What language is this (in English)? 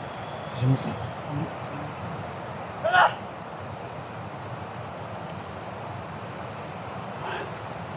Filipino